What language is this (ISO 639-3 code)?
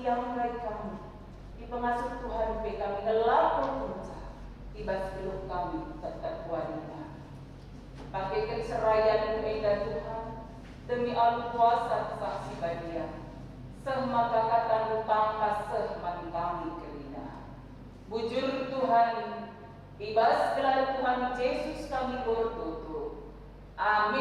btx